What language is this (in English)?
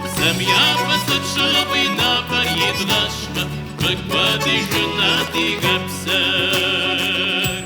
Kabardian